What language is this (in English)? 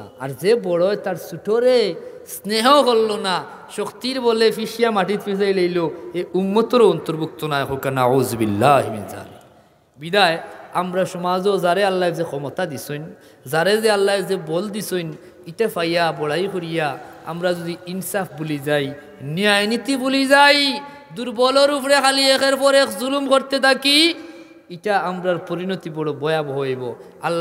Sylheti